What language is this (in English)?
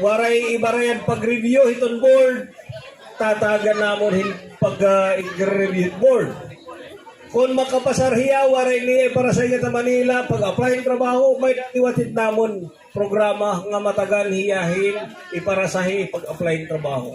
Waray